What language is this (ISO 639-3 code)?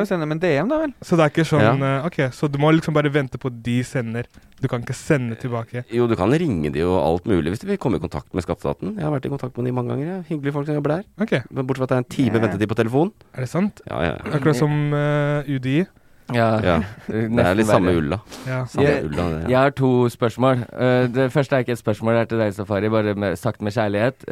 nor